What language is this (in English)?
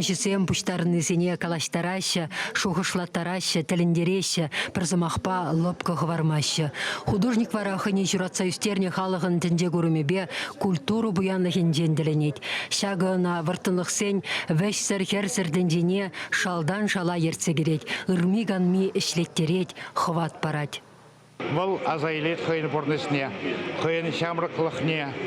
Chuvash